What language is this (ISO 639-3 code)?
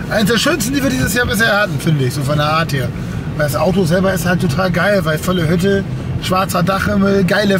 deu